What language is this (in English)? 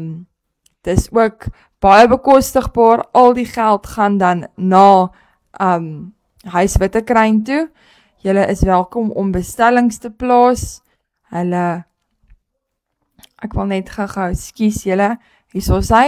Afrikaans